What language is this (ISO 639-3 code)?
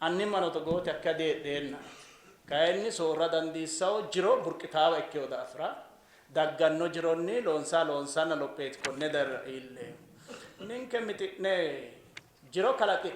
sid